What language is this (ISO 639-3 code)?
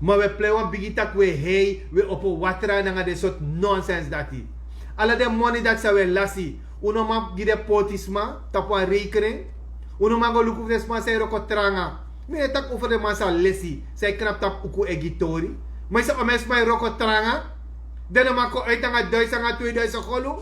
srn